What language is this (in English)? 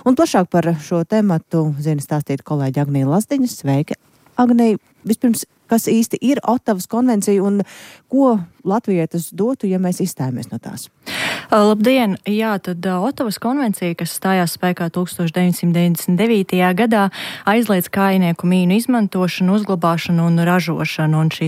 Latvian